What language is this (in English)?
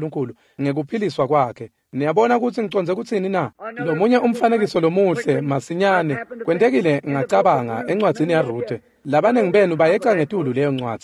Swati